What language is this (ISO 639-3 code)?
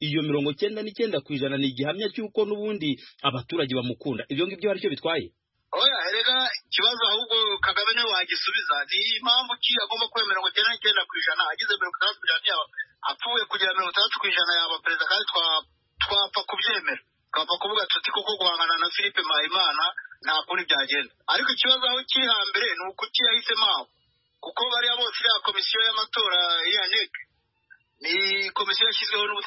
kin